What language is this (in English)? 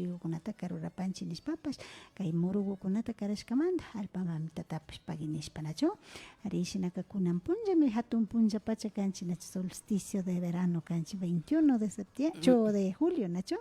Imbabura Highland Quichua